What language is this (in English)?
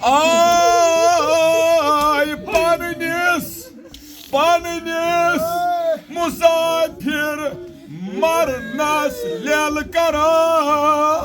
Kashmiri